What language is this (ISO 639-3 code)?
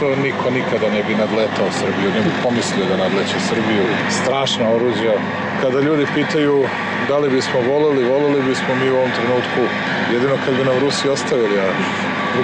srp